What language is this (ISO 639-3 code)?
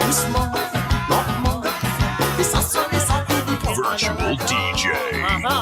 mfe